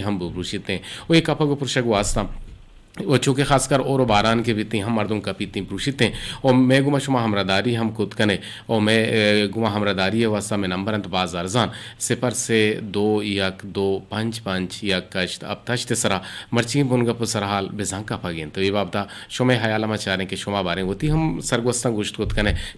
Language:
Eastern Balochi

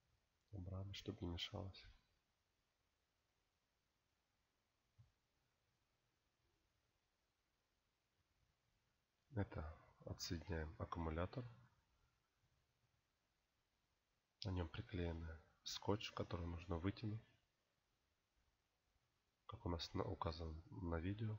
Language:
Russian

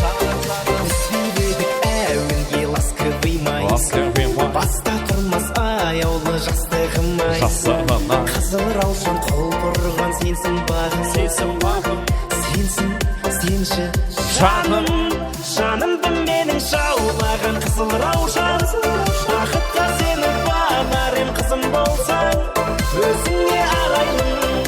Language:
Kara-Kalpak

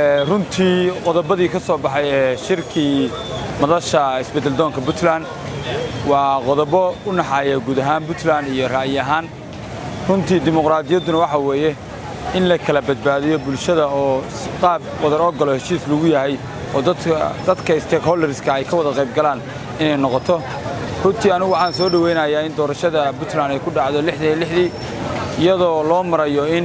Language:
Somali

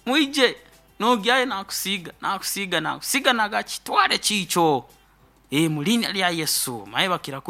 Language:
Nyoro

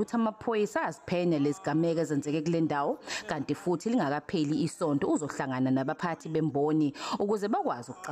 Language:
Zulu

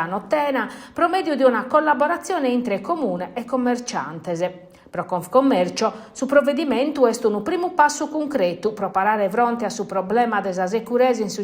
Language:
Sardinian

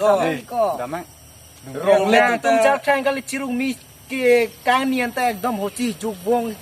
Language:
Karbi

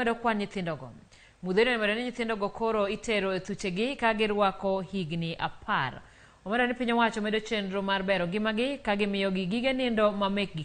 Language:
Luo (Kenya and Tanzania)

